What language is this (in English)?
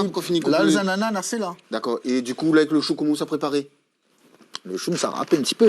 Réunion Creole French